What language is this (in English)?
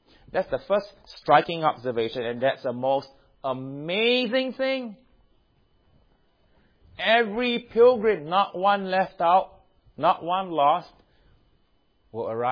English